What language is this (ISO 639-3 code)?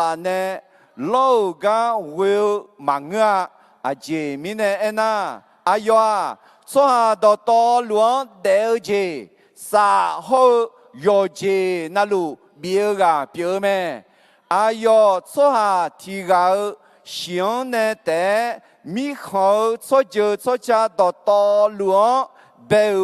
ahk